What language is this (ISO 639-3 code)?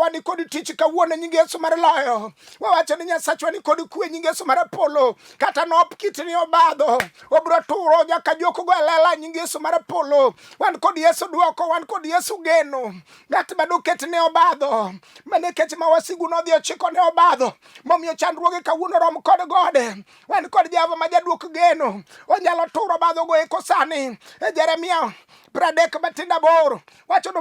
luo